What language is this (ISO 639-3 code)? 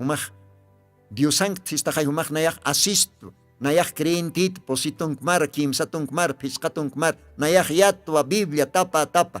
aym